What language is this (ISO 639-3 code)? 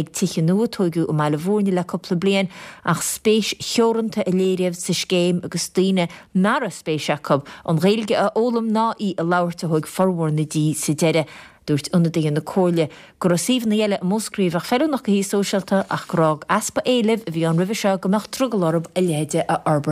gle